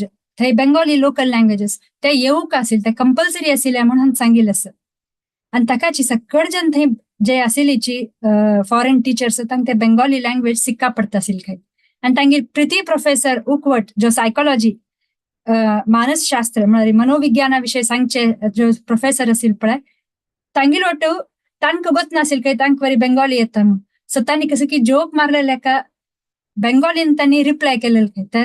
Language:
Konkani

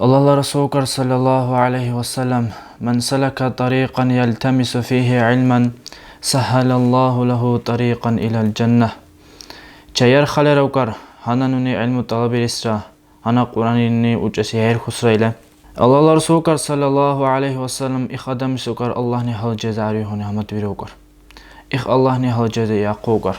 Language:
Dargwa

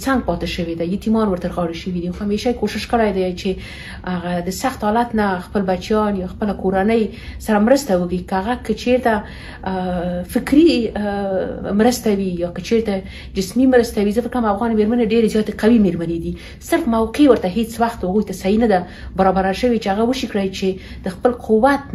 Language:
Pashto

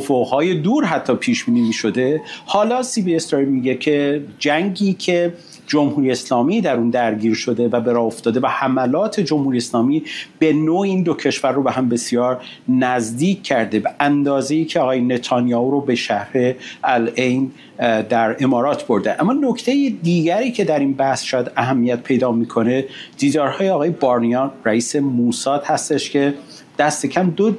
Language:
Persian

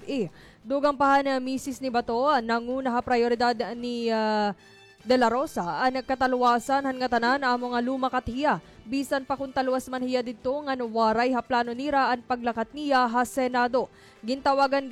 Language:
Waray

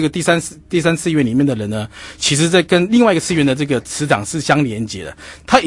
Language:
Chinese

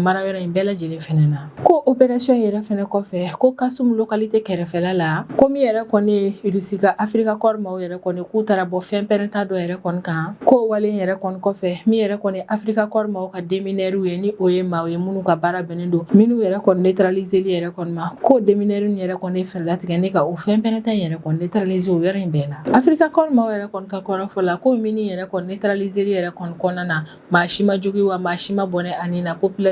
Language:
Bambara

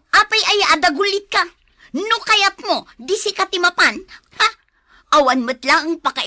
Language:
Iloko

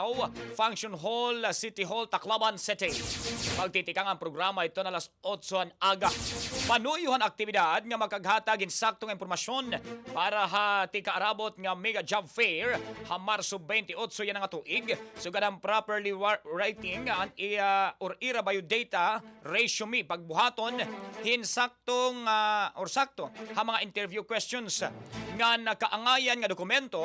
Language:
Waray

